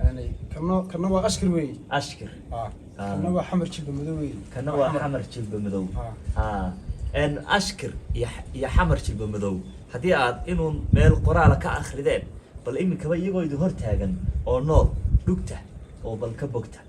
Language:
Somali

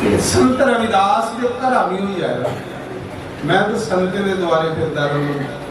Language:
Dogri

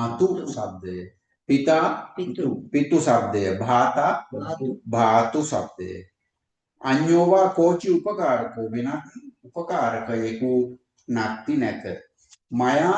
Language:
Sinhala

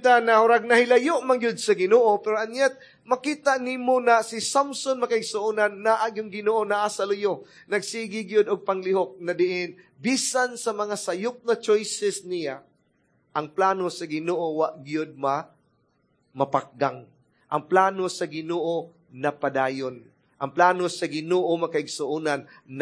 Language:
Cebuano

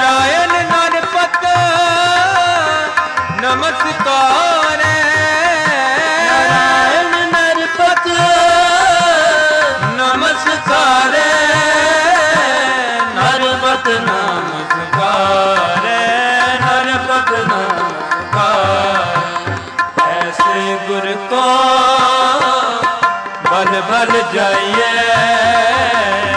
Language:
Punjabi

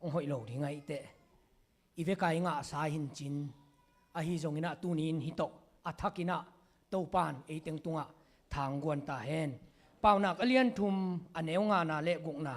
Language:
Tedim Chin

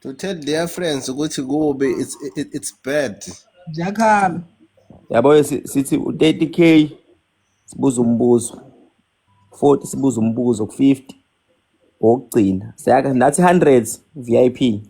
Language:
Zulu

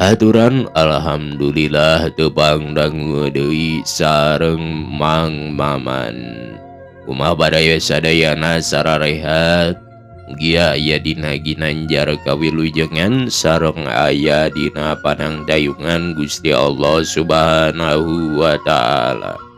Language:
Sundanese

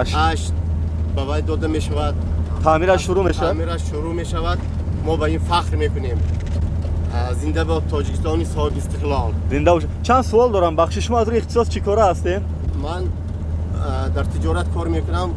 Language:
Tajik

